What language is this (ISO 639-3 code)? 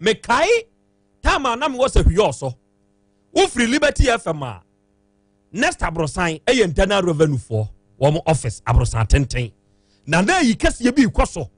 aka